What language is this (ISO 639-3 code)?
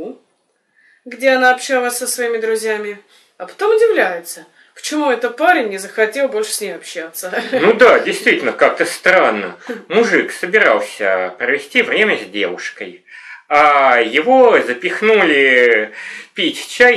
rus